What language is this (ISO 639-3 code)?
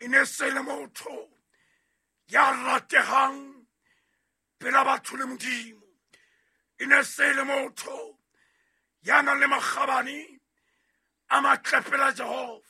sot